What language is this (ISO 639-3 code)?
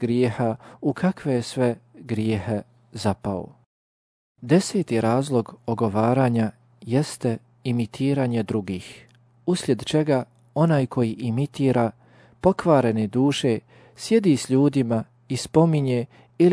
bos